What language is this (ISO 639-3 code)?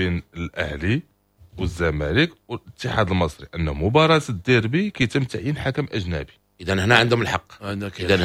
ary